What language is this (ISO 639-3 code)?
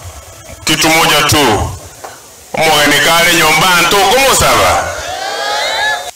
swa